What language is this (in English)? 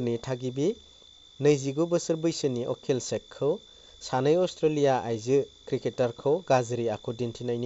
Bodo